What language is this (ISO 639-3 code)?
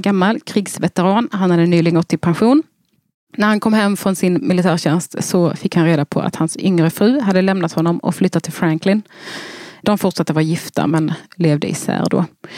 swe